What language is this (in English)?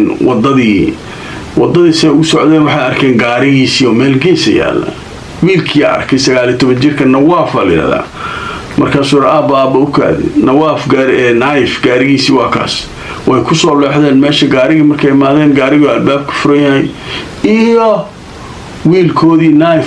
Somali